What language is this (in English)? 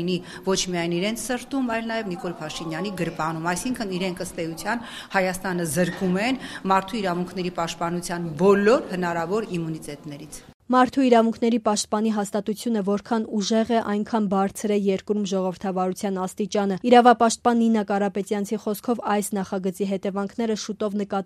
Armenian